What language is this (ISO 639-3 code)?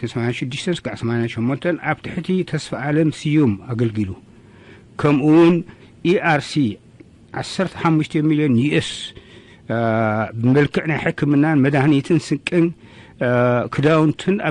tir